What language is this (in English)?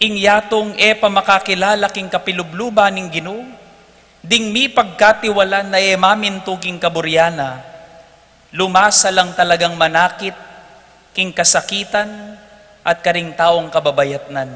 Pampanga